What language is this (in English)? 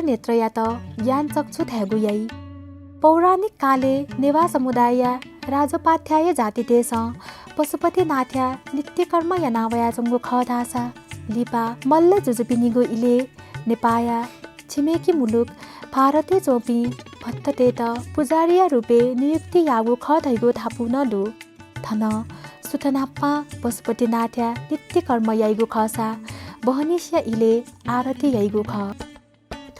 Newari